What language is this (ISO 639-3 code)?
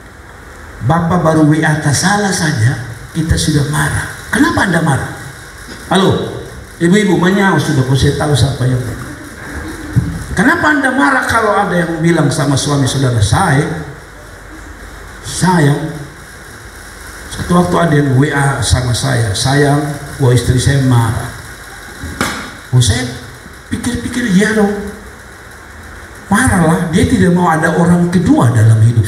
ind